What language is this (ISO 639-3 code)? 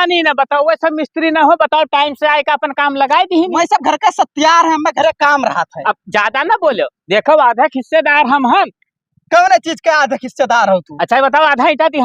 awa